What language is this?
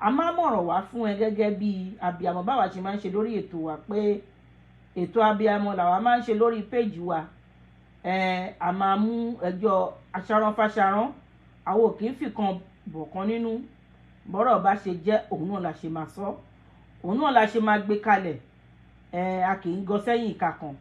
Yoruba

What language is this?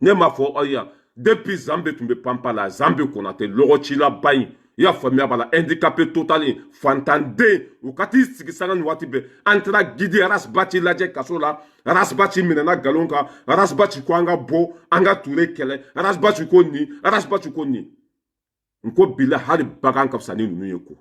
Bambara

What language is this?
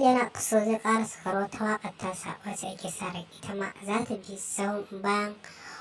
Hausa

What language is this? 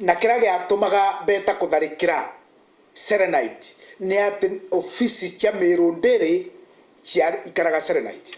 Meru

